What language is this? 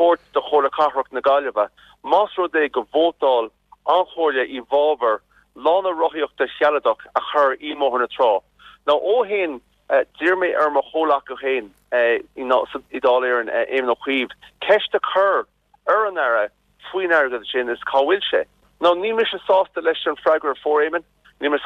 Irish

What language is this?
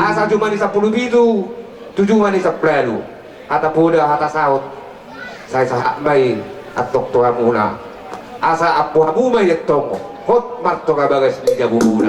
Batak Toba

